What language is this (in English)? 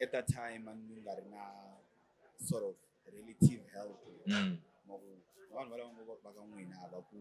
Tsonga